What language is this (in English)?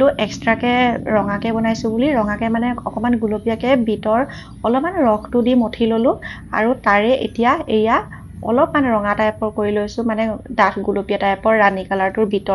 Assamese